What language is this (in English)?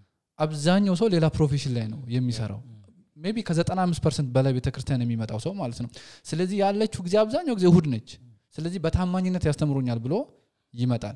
Amharic